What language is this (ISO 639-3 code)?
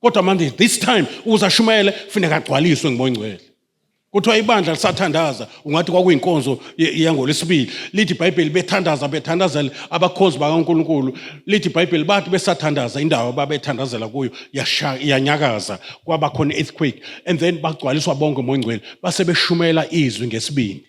zul